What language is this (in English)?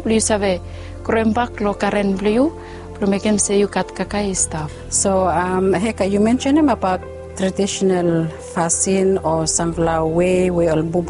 Bislama